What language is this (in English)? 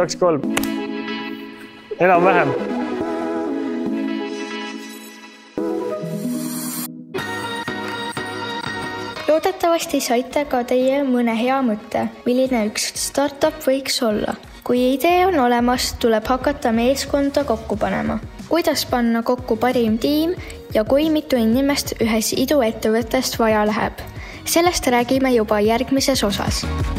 Estonian